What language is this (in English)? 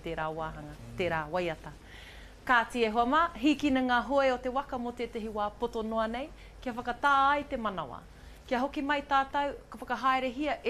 Māori